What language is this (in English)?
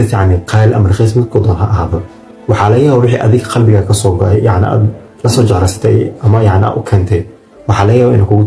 Somali